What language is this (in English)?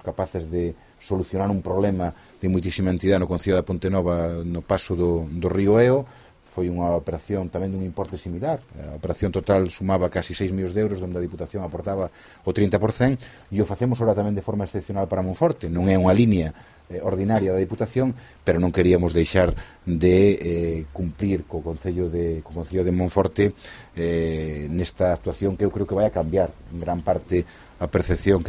Galician